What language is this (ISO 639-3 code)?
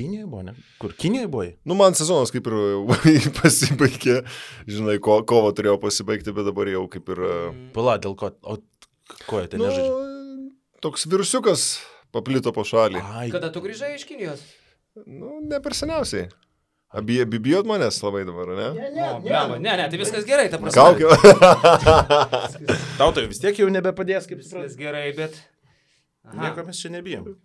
lit